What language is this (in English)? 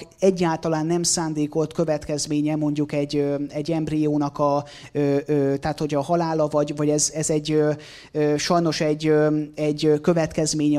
Hungarian